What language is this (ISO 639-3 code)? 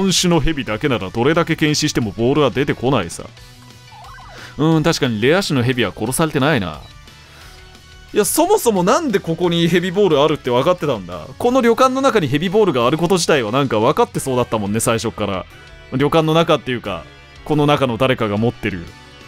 jpn